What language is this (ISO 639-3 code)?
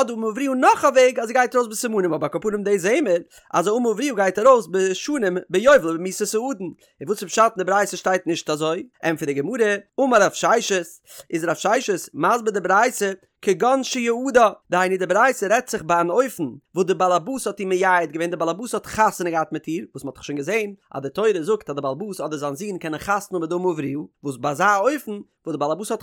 yid